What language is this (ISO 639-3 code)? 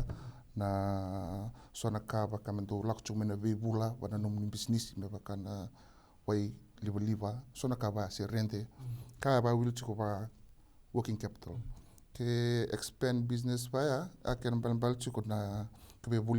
fij